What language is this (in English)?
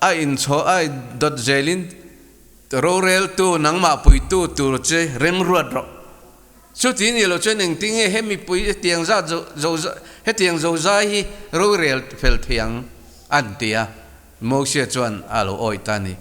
Mizo